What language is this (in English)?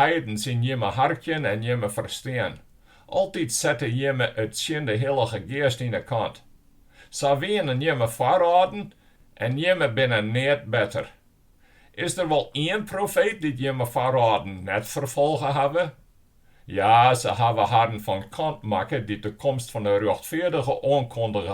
Western Frisian